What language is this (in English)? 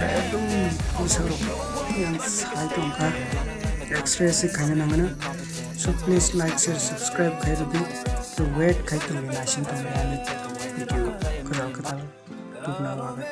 Kok Borok